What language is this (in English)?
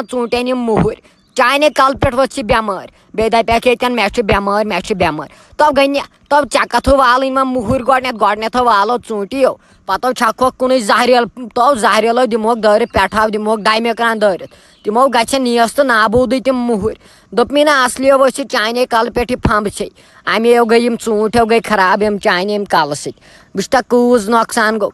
Kashmiri